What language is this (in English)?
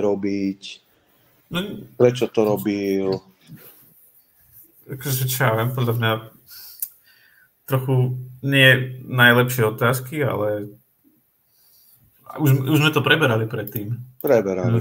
Slovak